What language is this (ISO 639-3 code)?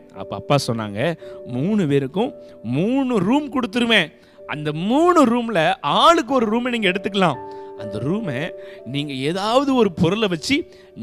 tam